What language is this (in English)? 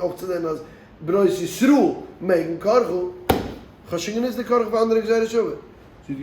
Yiddish